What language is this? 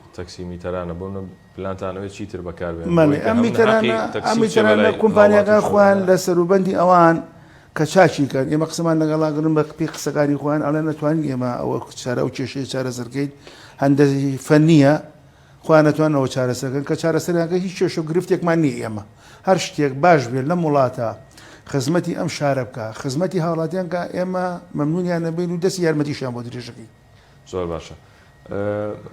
Central Kurdish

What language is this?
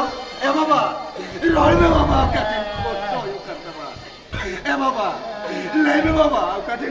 Santali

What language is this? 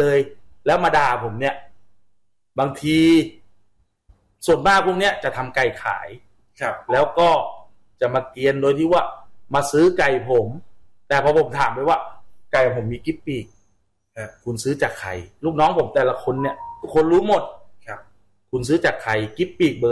Thai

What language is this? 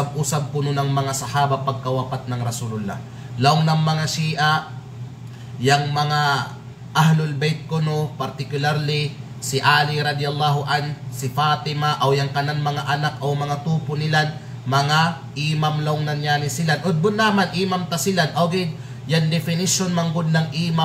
Kalagan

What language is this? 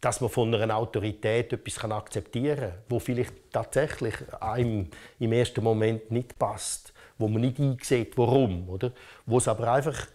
Romansh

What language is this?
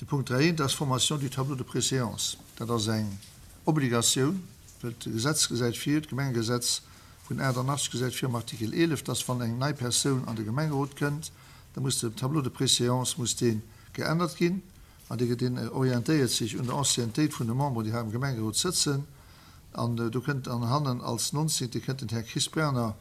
Luxembourgish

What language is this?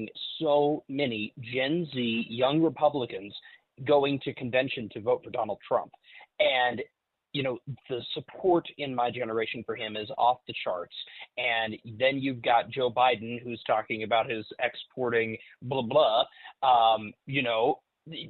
English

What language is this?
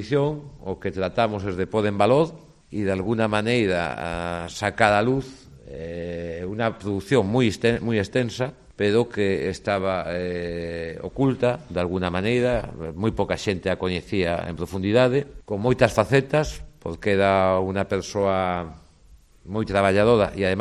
Galician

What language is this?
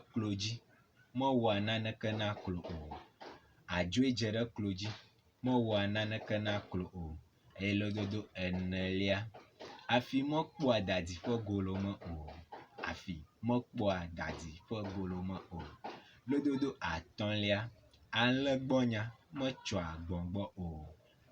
Ewe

